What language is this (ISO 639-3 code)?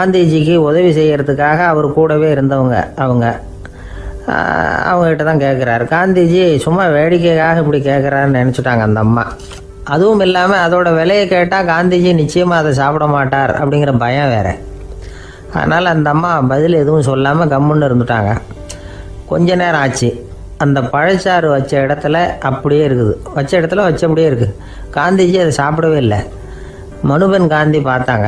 tam